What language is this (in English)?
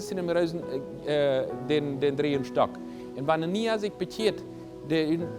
Plautdietsch